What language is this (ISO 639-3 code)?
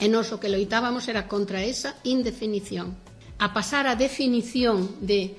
glg